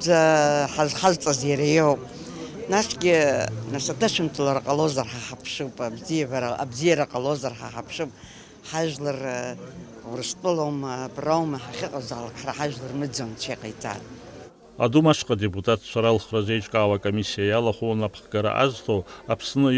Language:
Abkhazian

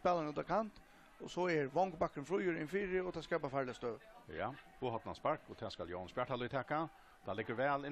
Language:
Faroese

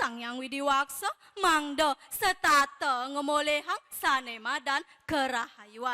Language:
Balinese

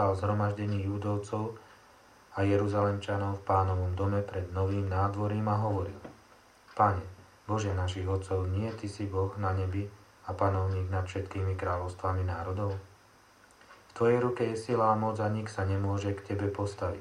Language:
Slovak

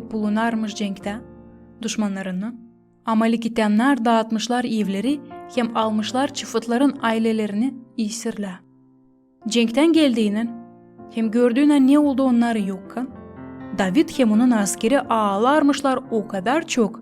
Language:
Gagauz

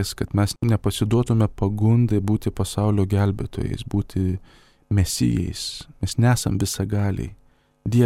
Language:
Lithuanian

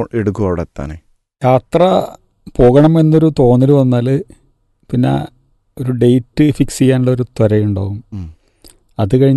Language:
Malayalam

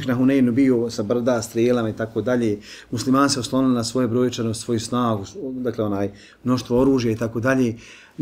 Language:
Bosnian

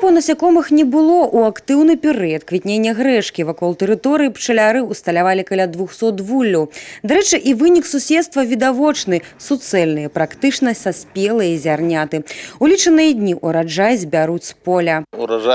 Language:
Belarusian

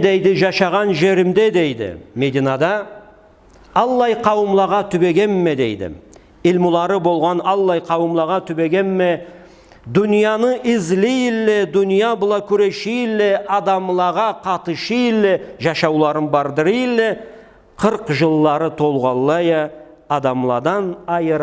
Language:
Karachay-Balkar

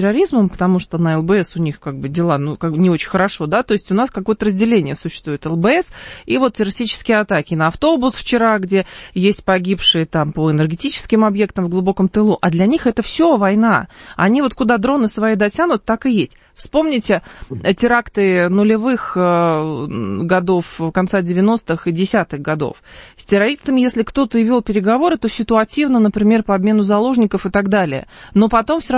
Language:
Russian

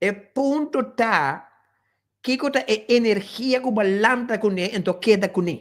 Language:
Papiamento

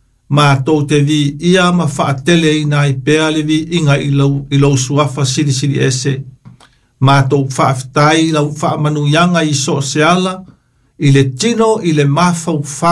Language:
Samoan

